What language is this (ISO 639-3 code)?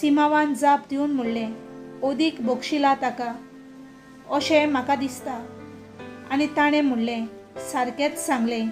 kok